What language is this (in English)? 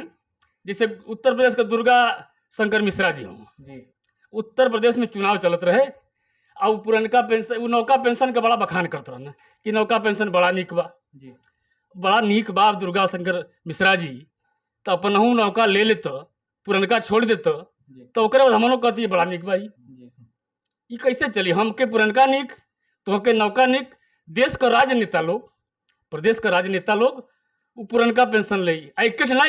Bhojpuri